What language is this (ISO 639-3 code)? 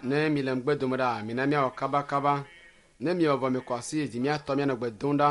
ewe